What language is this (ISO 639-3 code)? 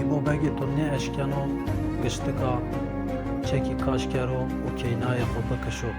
zza